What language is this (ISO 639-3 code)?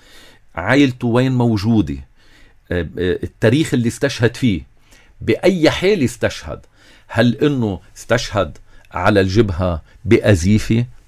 apc